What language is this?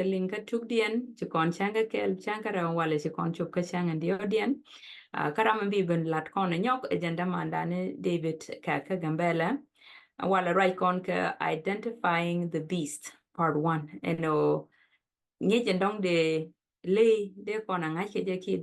Nuer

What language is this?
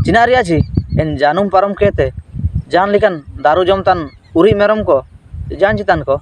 Ho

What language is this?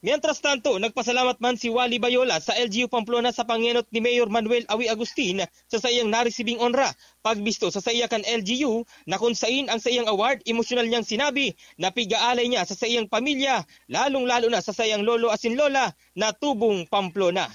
Bikol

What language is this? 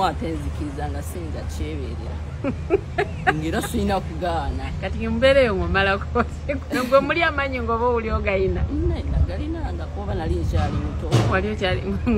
Ganda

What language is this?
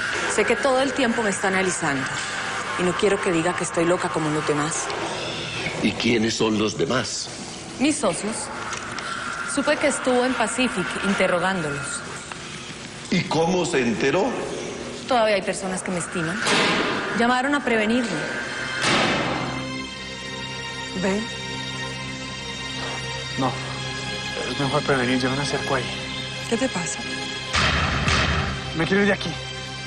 Spanish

